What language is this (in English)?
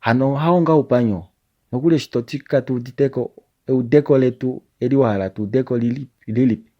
Kuanyama